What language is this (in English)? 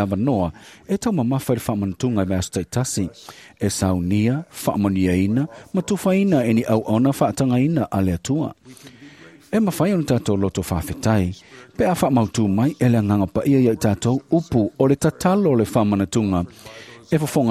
Samoan